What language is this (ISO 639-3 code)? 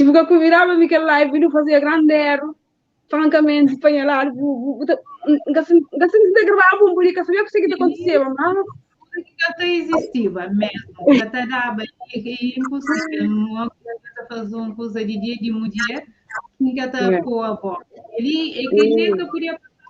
kea